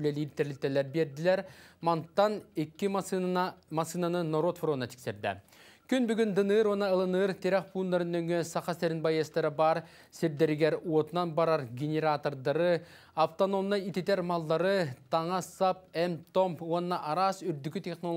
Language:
Yakut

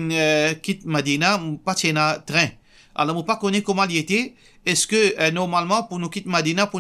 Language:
Morisyen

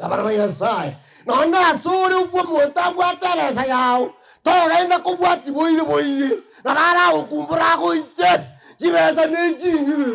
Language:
Gusii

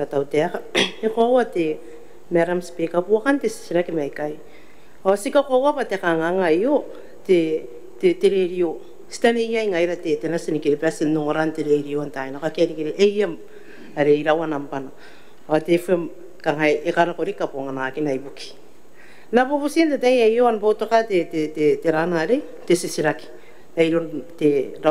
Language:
Gilbertese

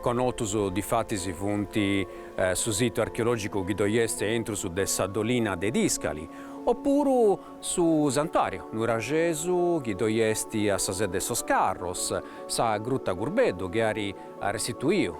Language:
Sardinian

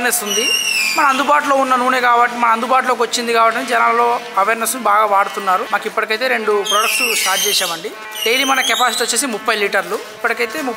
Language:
Telugu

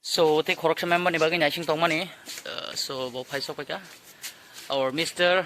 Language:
Kok Borok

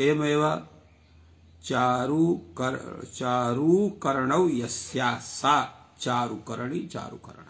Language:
Sanskrit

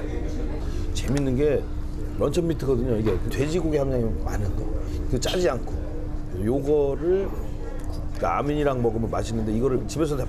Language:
Korean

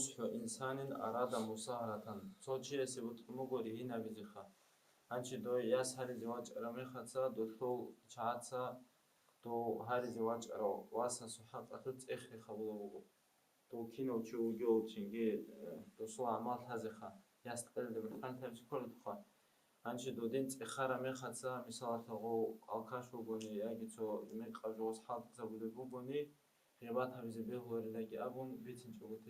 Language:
Avaric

